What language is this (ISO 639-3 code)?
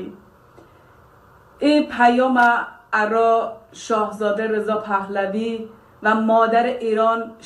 fas